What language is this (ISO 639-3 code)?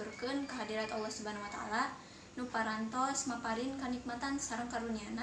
sun